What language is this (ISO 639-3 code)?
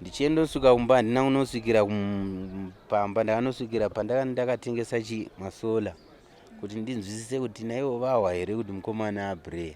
sna